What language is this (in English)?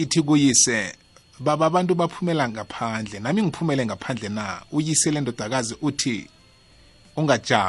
South Ndebele